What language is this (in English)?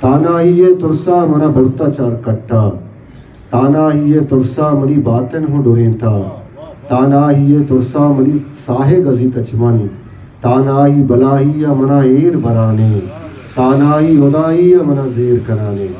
Eastern Balochi